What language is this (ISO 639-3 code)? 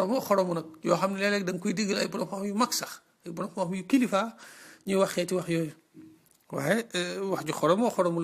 wol